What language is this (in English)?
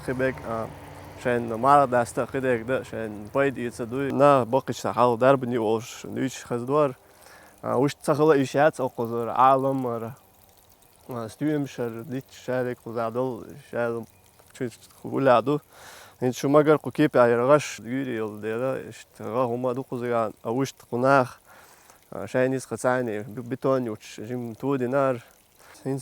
Chechen